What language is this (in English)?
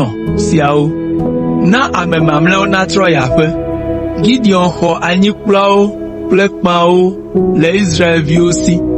Ewe